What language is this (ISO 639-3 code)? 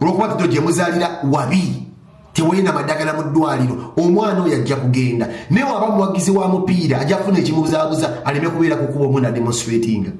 lug